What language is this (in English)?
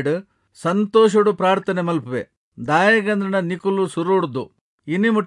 Tulu